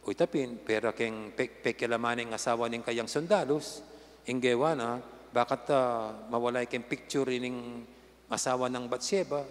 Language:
Pampanga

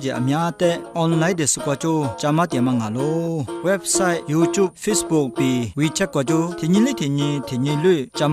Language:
Lisu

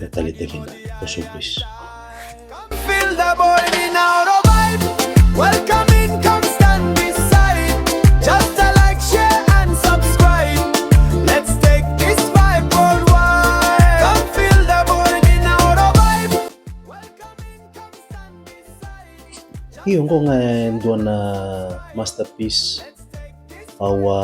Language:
Fijian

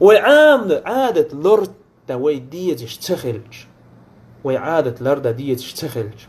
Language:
Chechen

